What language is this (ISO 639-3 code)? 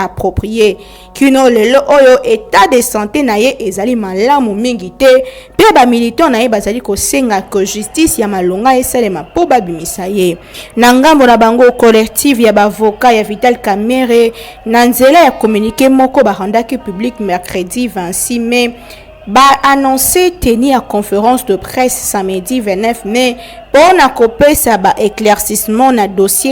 lin